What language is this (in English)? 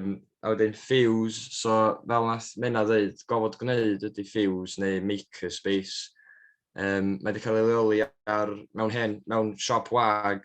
Welsh